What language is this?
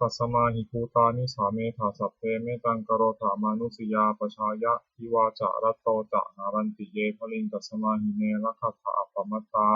Pali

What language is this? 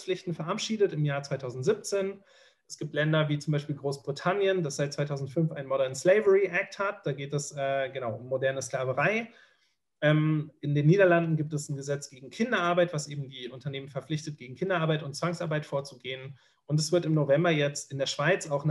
German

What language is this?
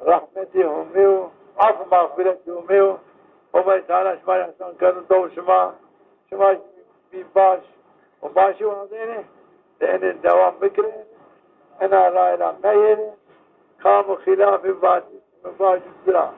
Zaza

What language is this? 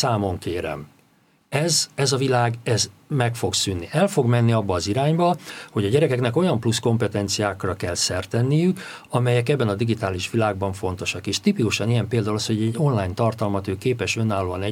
Hungarian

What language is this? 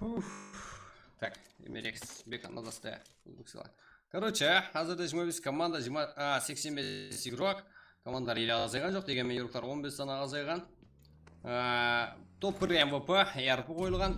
Kara-Kalpak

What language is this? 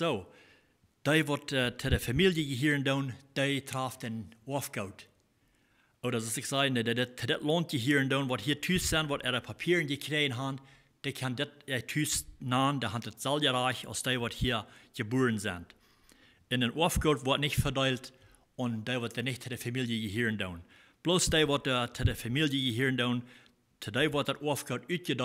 Plautdietsch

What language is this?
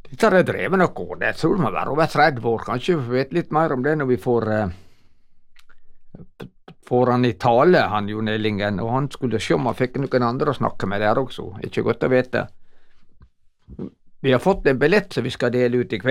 Norwegian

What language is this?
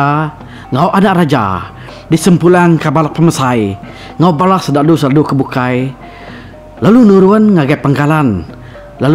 Iban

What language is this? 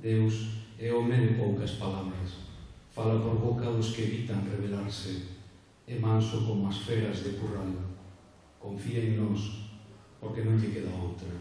Galician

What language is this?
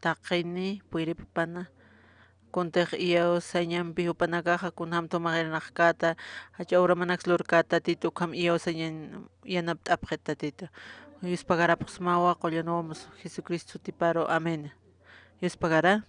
Aymara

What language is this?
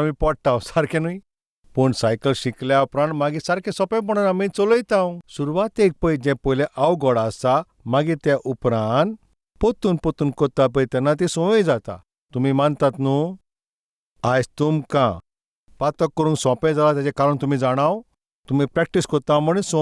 Konkani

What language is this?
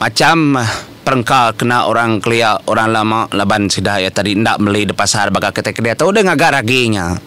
Iban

